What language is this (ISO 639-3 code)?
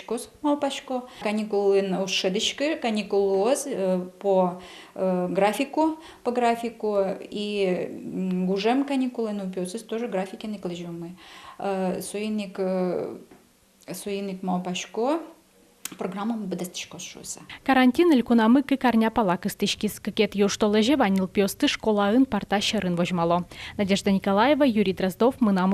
udm